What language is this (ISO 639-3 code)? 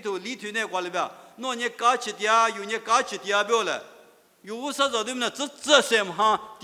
lis